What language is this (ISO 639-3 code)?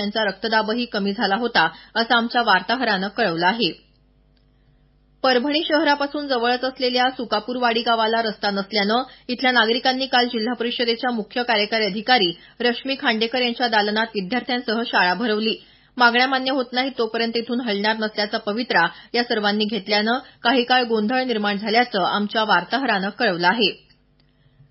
mar